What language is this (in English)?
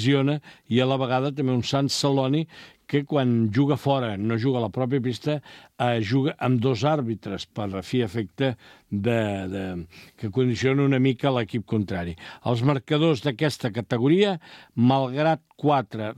Catalan